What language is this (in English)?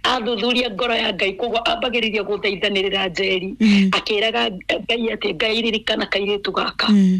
Kikuyu